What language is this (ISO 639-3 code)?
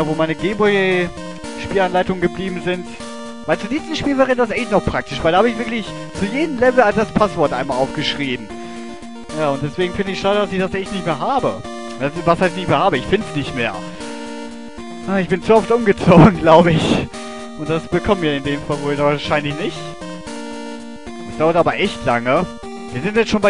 deu